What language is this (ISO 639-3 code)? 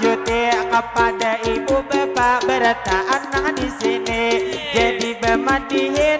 bjn